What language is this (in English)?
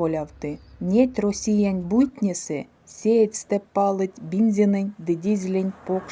Erzya